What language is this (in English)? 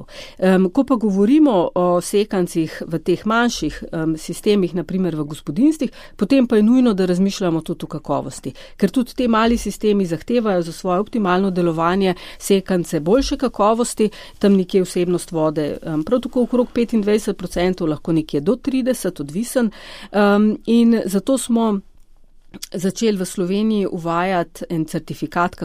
Slovenian